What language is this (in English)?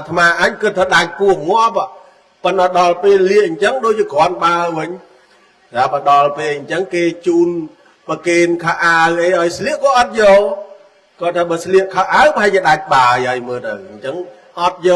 Khmer